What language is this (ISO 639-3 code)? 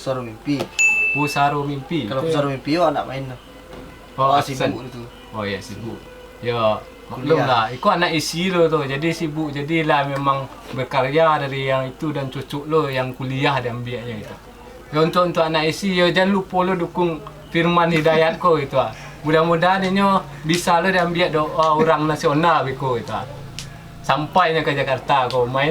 min